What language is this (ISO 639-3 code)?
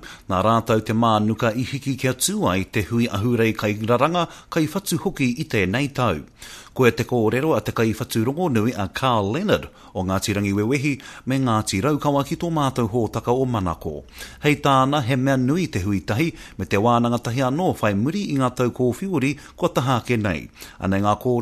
mri